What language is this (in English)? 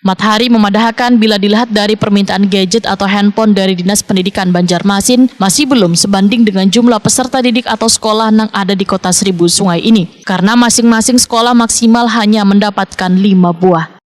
Banjar